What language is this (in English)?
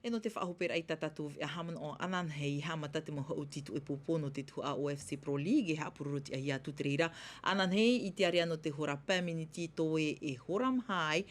Tahitian